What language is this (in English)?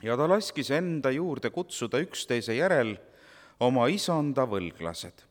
Estonian